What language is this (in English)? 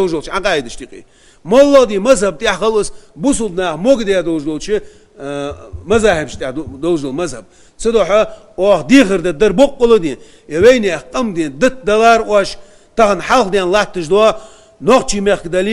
Ingush